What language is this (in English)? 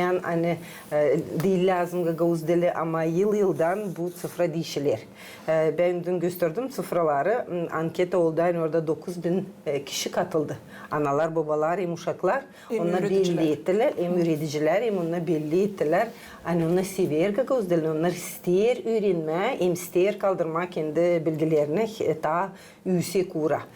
Gagauz